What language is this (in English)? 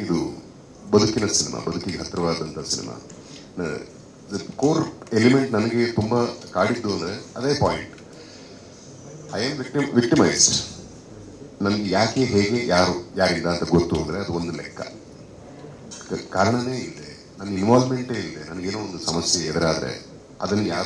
Kannada